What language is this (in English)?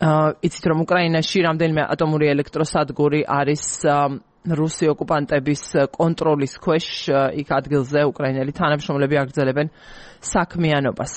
Georgian